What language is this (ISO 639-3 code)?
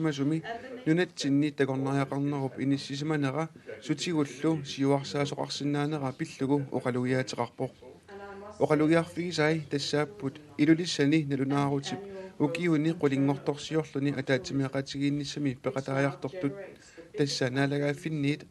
kal